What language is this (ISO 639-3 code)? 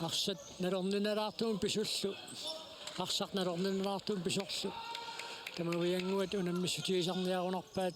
kal